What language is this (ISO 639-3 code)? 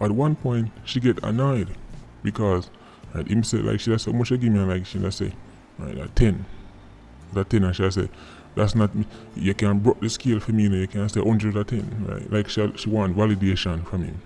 jam